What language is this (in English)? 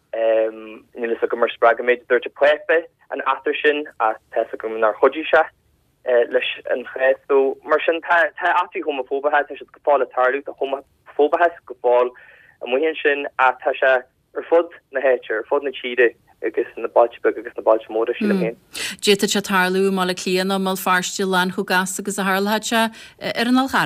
Irish